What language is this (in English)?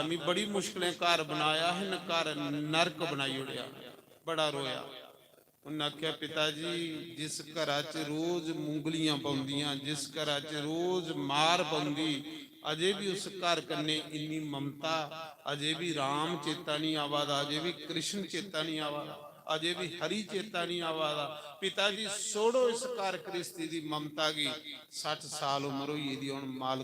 Dogri